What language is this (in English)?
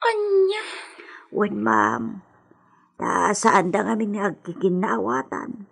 Iloko